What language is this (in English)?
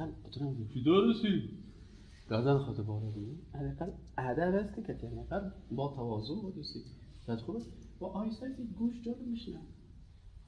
Persian